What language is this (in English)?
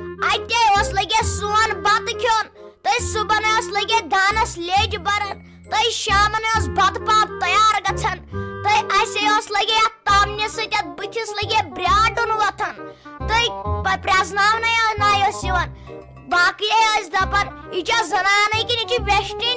Kashmiri